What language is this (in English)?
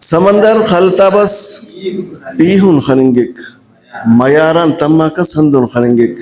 Brahui